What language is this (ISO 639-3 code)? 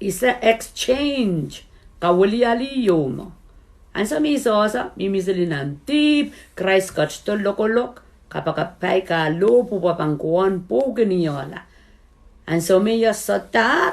pon